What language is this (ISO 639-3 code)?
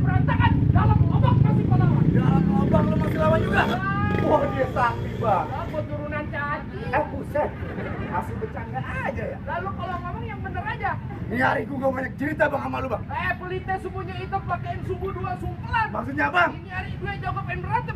bew